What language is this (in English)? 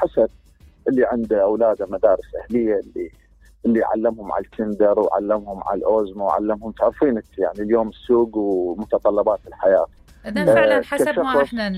Mesopotamian Arabic